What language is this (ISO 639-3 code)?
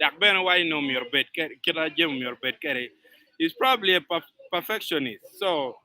ach